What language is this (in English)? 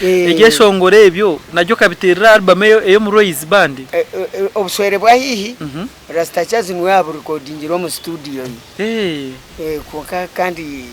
Nyankole